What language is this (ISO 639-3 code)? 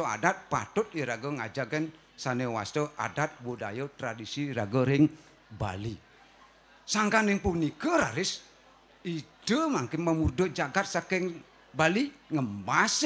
ban